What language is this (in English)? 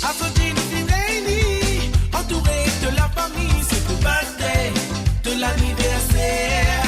Morisyen